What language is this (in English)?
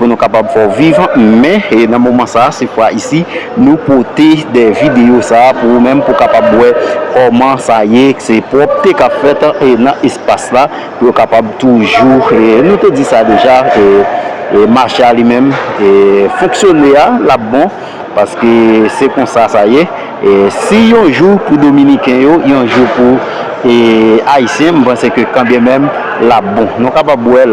Haitian Creole